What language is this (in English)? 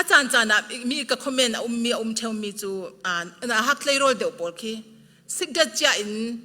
Falam Chin